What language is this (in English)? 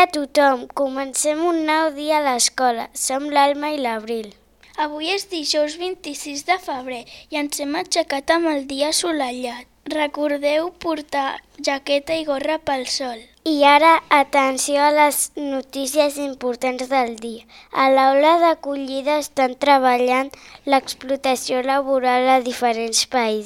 Catalan